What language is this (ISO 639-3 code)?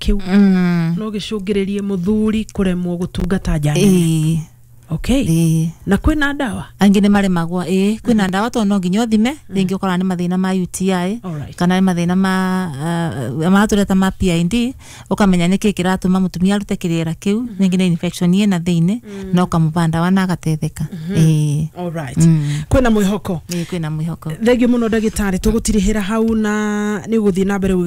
kik